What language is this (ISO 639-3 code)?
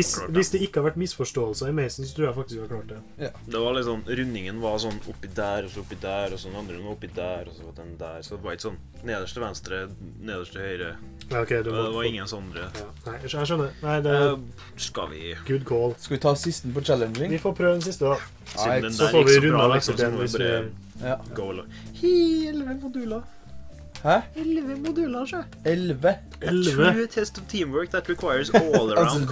nor